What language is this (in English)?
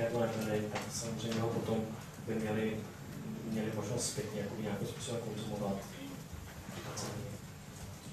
Czech